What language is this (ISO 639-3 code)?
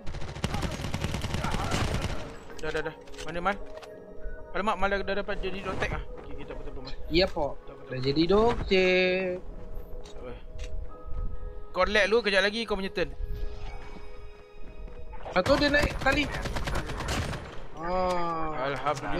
msa